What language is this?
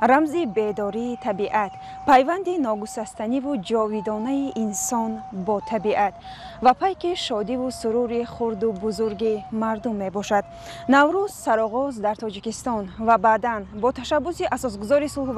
Tajik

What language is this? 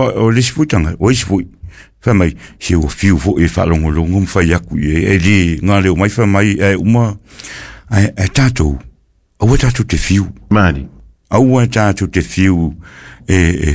Samoan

